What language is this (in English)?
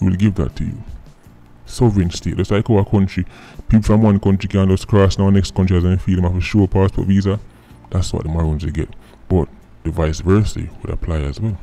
Jamaican Creole English